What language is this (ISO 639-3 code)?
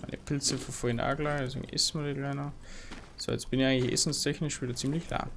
bar